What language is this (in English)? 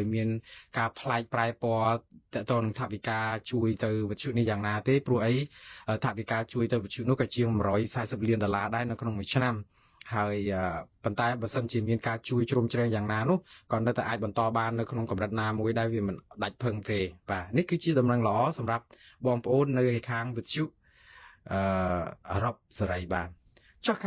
Khmer